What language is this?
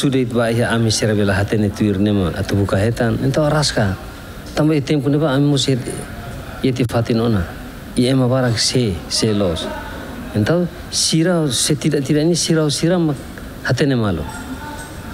Tetum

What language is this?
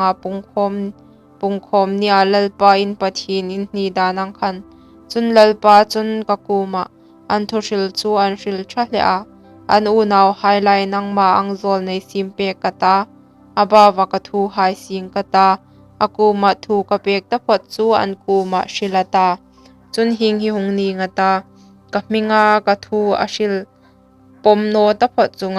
Hmar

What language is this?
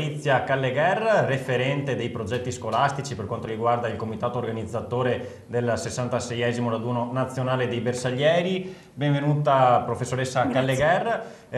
Italian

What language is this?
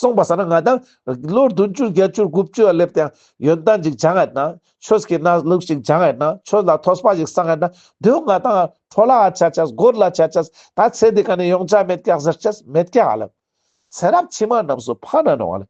Ladakhi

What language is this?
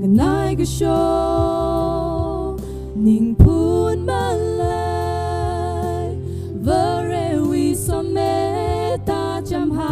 Tangkhul Naga (India)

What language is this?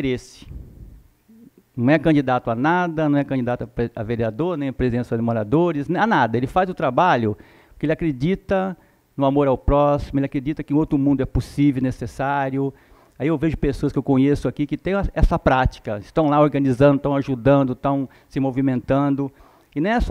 Portuguese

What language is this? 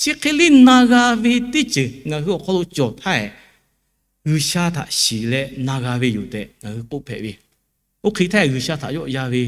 Lahu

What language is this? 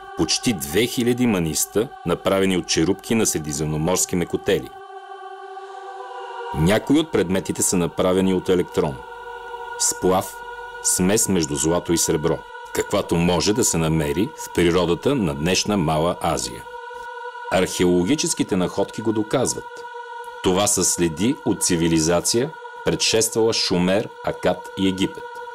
Bulgarian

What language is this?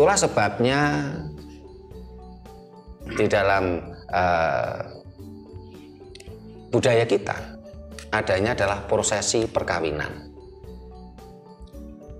Indonesian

